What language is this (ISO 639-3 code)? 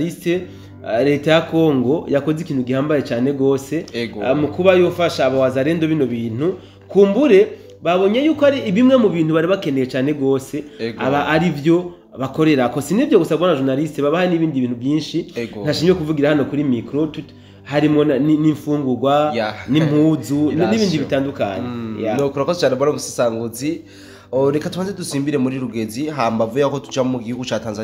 run